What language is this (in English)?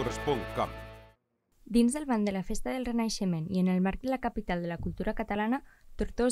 Catalan